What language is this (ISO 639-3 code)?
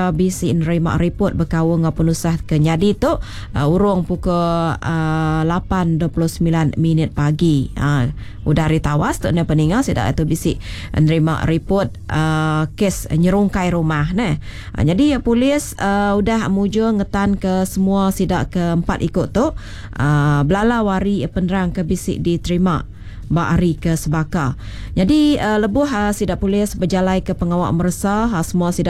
iba